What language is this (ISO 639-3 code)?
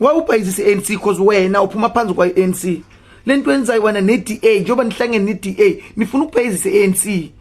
zul